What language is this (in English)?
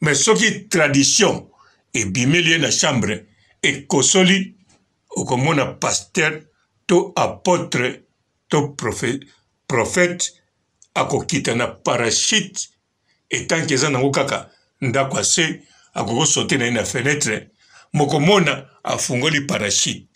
Lingala